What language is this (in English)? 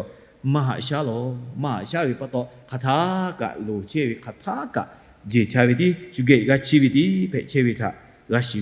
Lahu